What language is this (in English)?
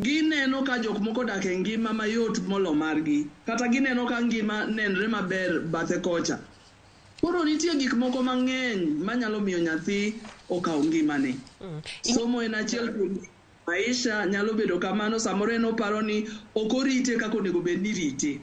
Luo (Kenya and Tanzania)